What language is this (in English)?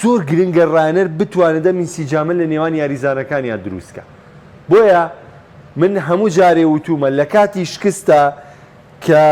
Central Kurdish